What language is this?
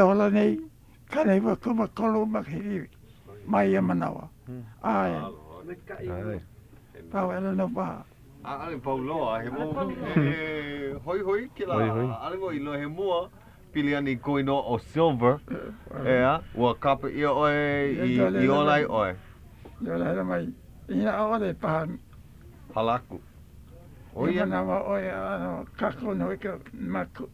Hawaiian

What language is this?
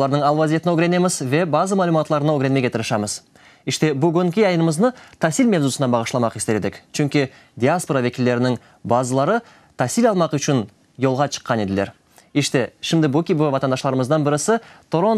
Crimean Tatar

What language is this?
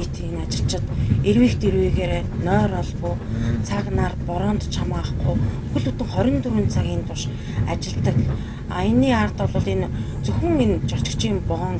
Mongolian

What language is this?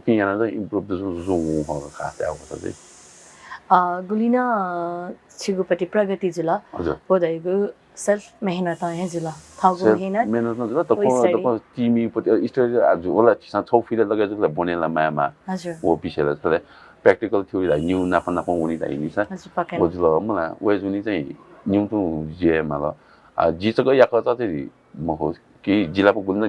Newari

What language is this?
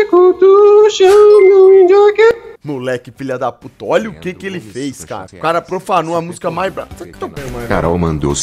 Portuguese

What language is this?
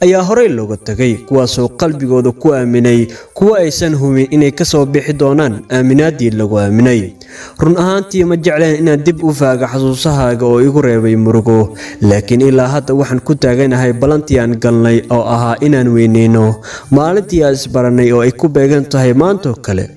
Somali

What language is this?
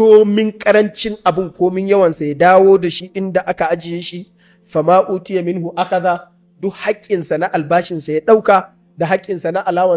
Hausa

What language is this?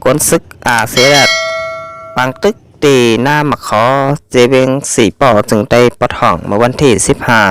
Shan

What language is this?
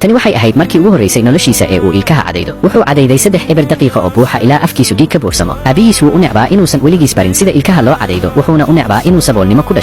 Somali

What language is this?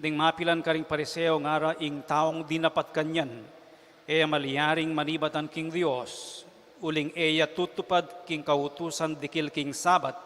Pampanga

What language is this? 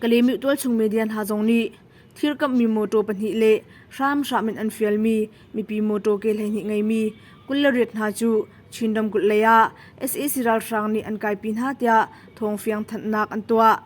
Hakha Chin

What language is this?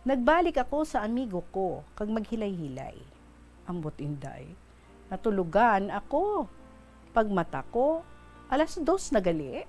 Hiligaynon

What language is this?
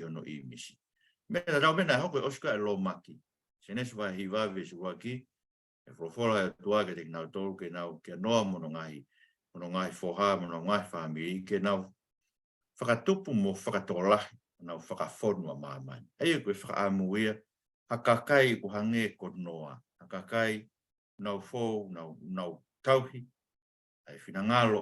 Tongan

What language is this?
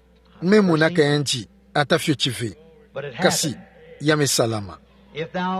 Kituba (Democratic Republic of Congo)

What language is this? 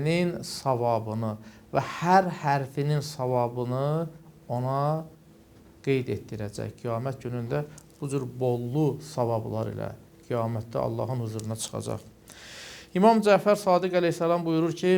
Azerbaijani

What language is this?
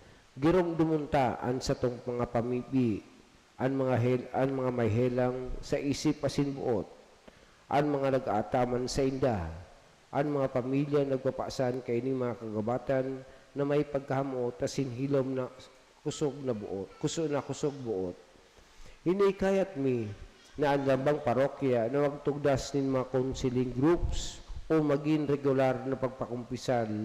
Bikol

